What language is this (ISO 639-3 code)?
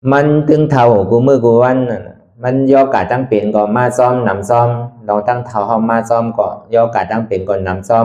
shn